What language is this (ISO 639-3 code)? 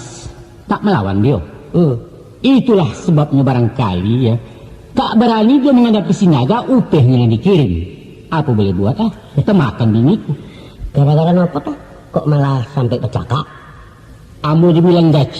min